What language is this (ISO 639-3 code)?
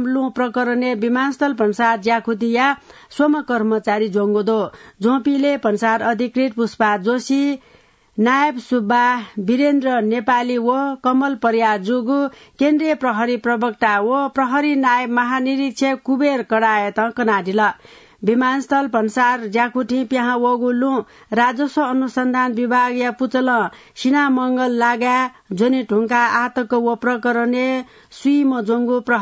new